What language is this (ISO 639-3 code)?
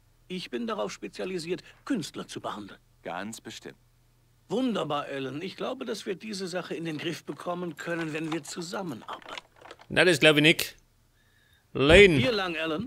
bar